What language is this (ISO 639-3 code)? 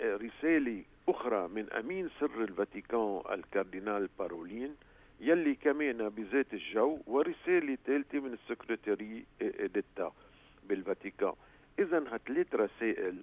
apc